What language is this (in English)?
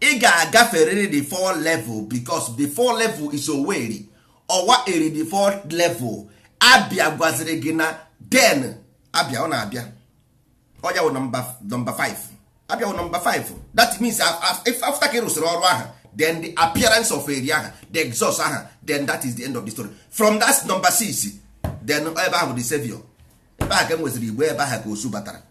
Igbo